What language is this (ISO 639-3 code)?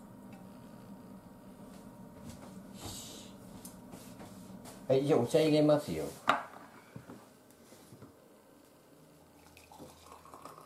jpn